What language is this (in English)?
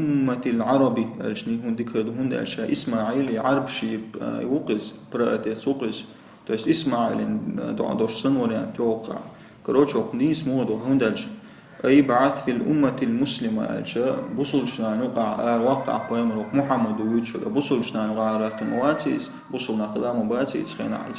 Chechen